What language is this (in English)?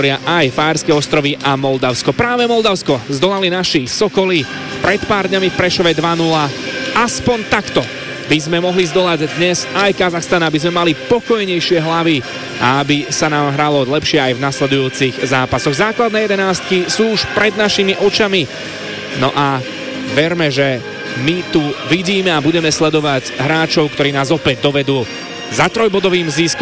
Slovak